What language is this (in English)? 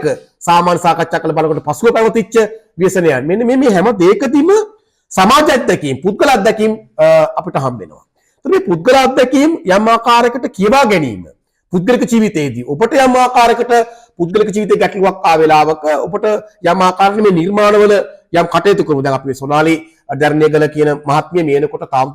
Sinhala